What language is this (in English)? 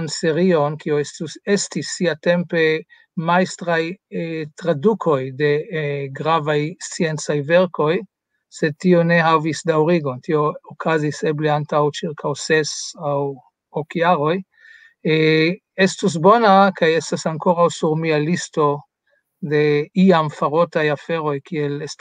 Esperanto